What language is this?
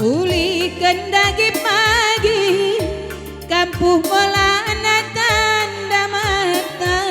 Batak Karo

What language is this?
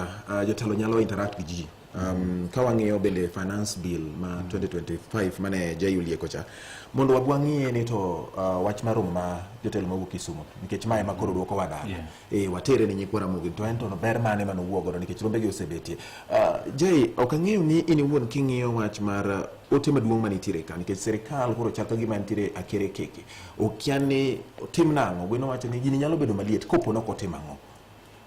Luo (Kenya and Tanzania)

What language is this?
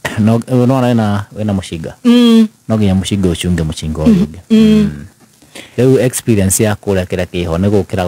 Kikuyu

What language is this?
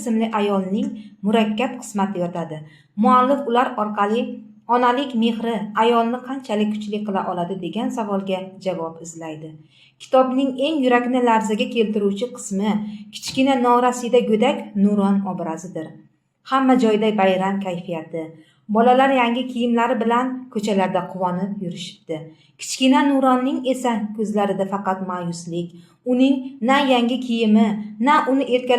Uzbek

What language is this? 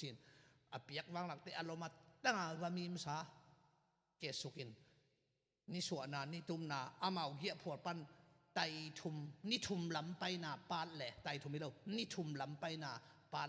Tedim Chin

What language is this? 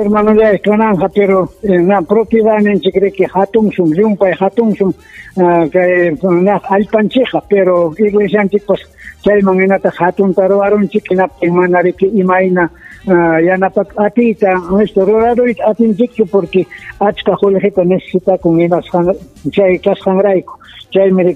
Ayacucho Quechua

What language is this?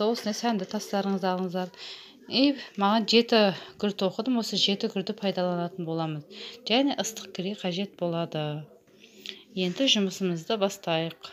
Kazakh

